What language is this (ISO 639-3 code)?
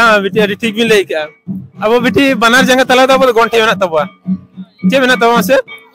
sat